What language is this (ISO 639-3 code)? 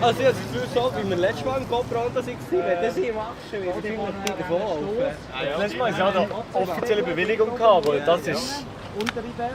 gsw